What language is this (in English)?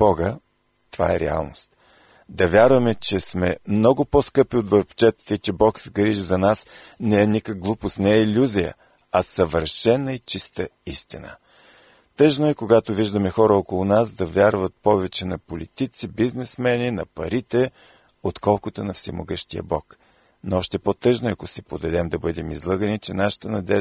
Bulgarian